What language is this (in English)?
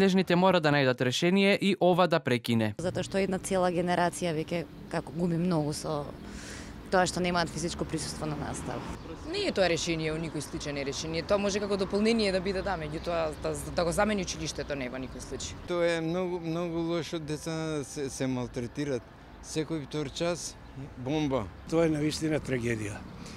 Macedonian